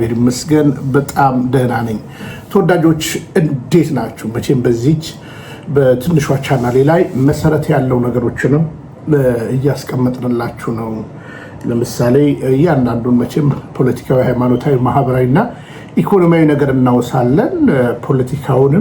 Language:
Amharic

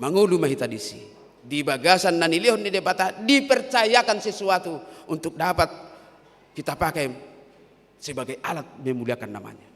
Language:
Batak Toba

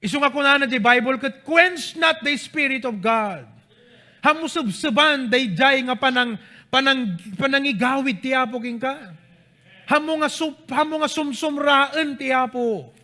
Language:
Iloko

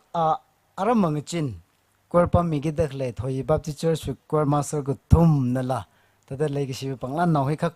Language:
Tangkhul Naga (India)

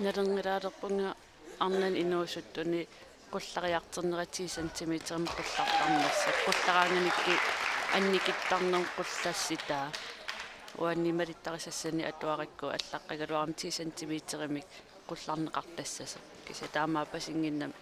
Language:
Kalaallisut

